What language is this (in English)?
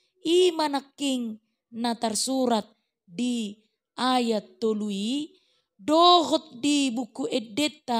Batak Toba